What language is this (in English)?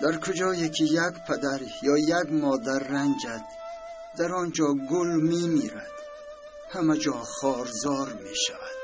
Tajik